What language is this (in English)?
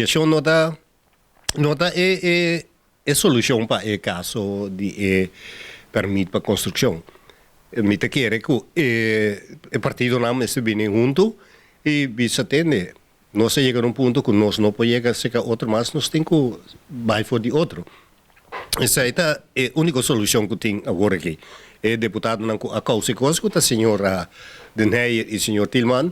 Papiamento